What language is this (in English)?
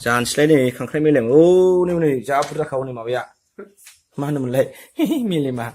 Bodo